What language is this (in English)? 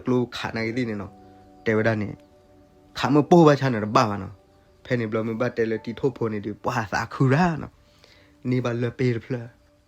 S'gaw Karen